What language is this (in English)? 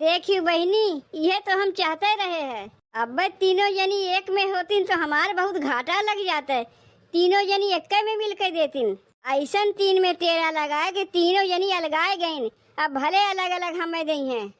Awadhi